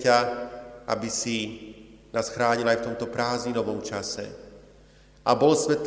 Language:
Slovak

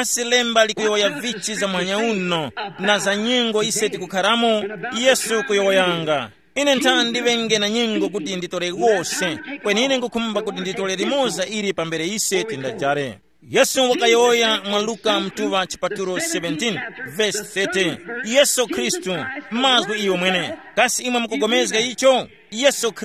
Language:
Tumbuka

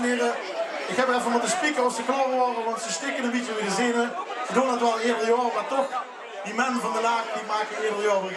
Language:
Limburgish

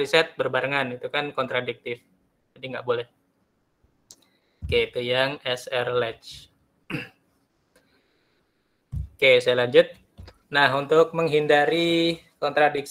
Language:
Indonesian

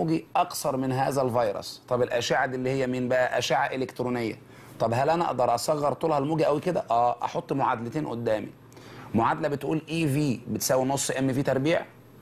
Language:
Egyptian Arabic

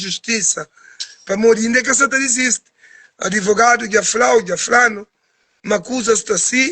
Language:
Kabuverdianu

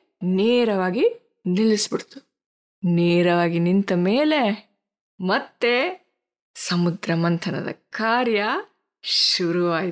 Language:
Kannada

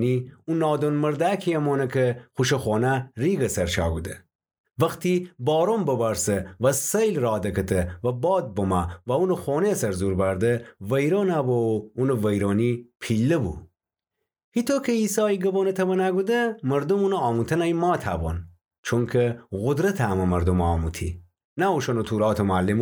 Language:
Gilaki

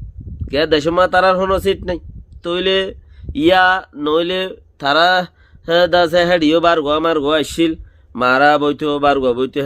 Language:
Rohingya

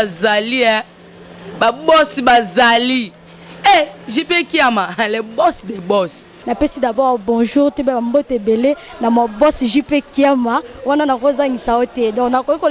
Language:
Lingala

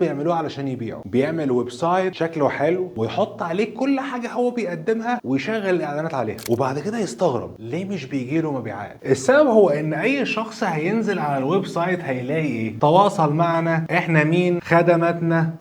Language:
Egyptian Arabic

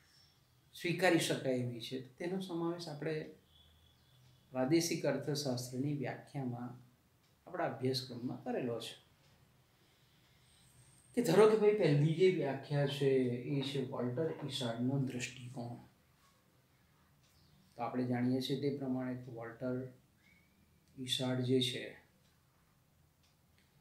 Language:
Gujarati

